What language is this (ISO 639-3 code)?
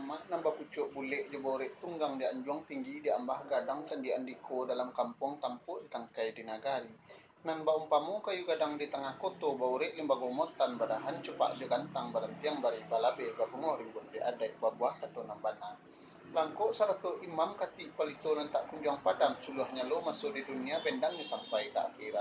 min